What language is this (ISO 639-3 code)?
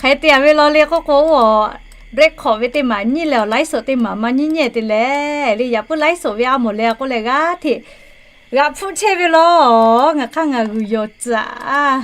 lhu